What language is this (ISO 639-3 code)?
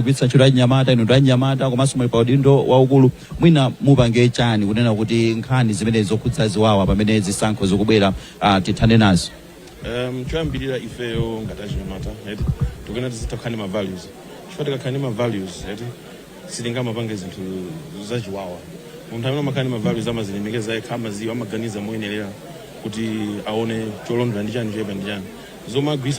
nya